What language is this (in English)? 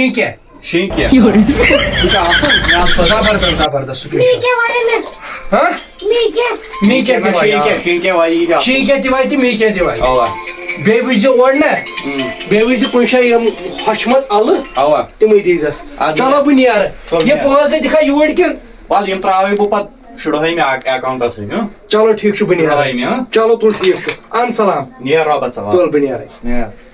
Kashmiri